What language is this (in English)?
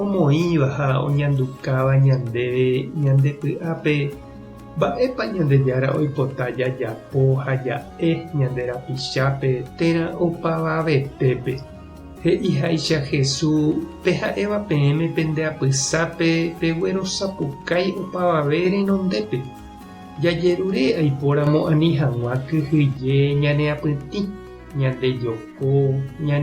Guarani